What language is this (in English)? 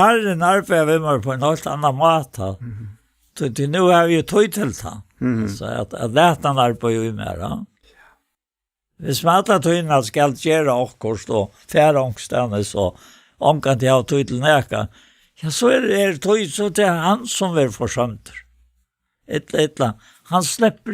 Faroese